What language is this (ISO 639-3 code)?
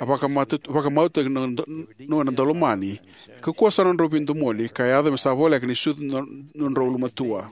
fij